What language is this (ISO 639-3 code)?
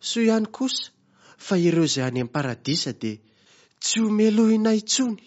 mlg